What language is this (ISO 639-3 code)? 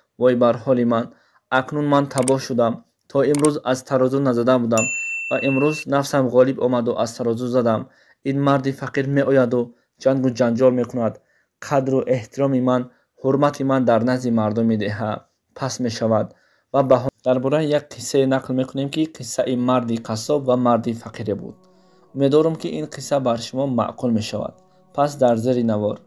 tgk